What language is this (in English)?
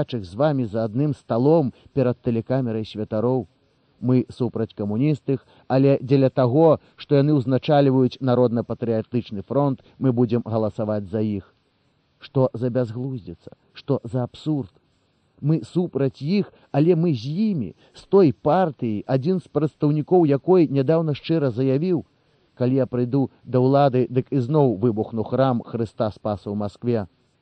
Belarusian